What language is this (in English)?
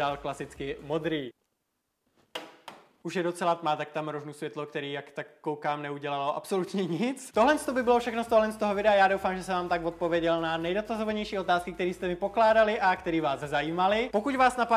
Czech